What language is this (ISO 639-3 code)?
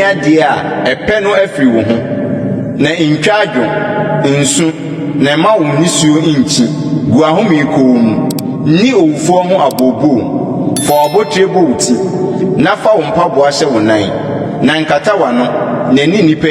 aka